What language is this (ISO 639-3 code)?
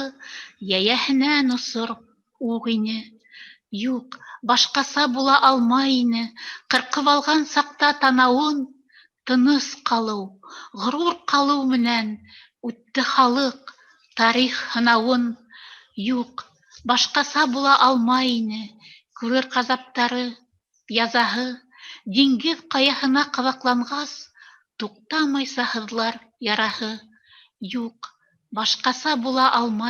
bak